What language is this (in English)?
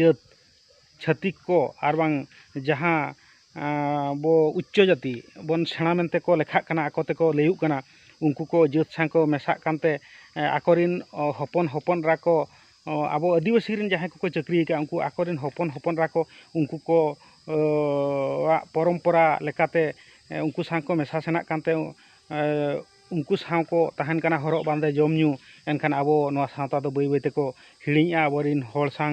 Santali